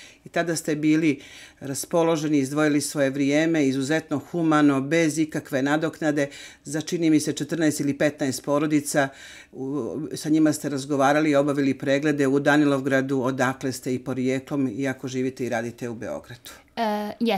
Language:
Serbian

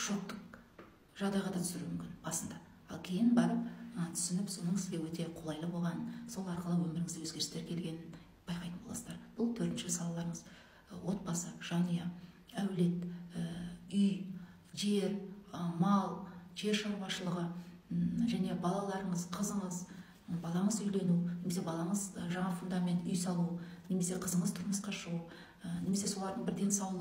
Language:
Kazakh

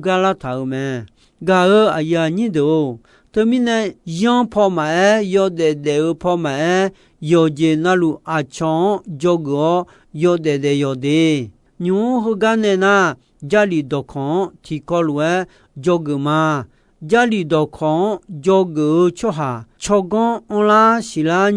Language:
Akha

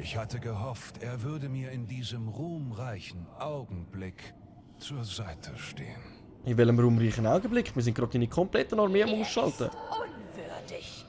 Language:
Swiss German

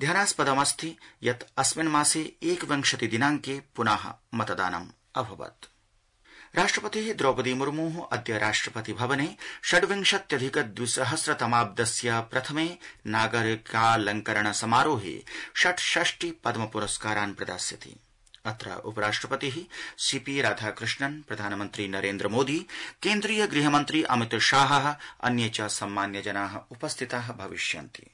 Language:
Sanskrit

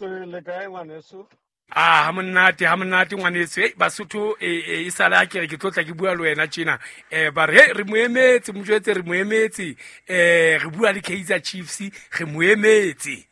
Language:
Southern Sotho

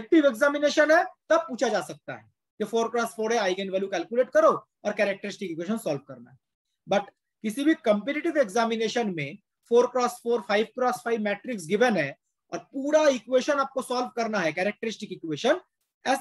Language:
Hindi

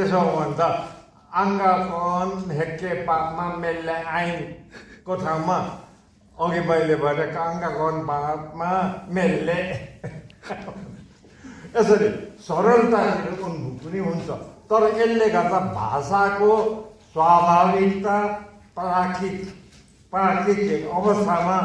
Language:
Nepali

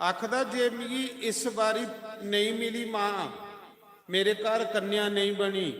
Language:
Dogri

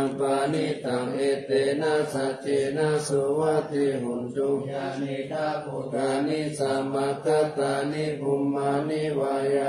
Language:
Pali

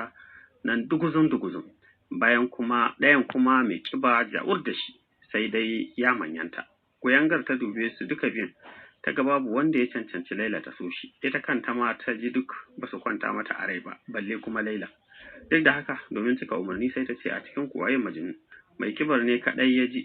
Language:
Hausa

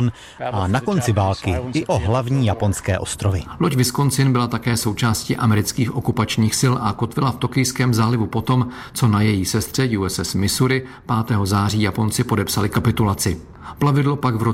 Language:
Czech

